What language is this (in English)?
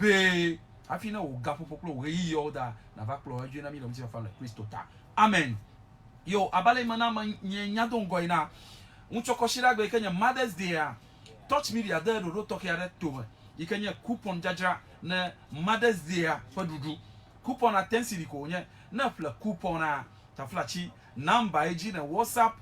Ewe